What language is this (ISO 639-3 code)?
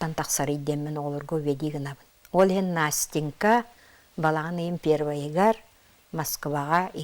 sah